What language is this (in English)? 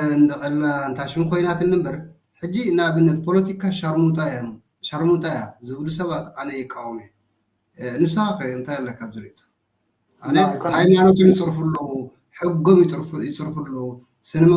Tigrinya